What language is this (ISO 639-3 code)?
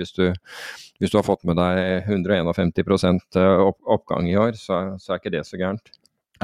nor